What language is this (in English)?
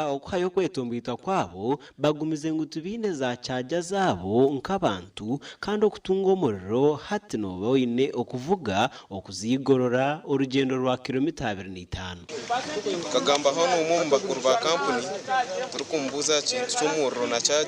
Nyankole